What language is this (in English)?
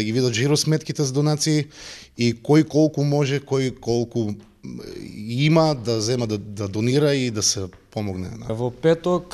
Macedonian